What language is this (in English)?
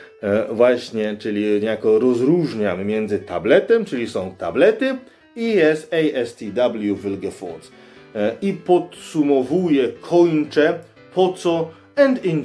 Polish